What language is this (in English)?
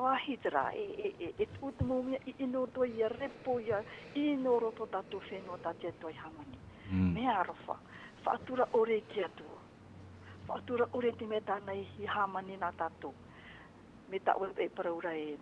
Tahitian